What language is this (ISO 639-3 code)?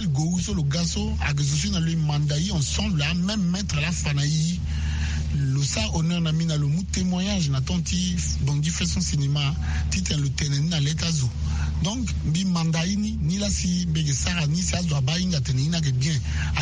sag